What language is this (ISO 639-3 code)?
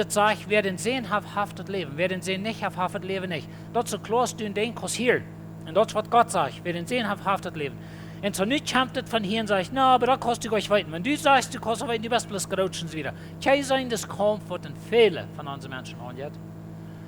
pdt